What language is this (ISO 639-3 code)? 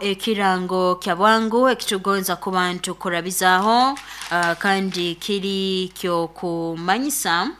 nyo